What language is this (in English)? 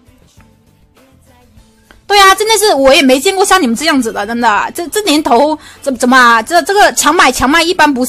Chinese